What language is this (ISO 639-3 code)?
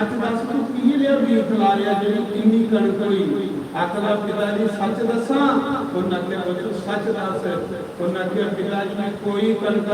doi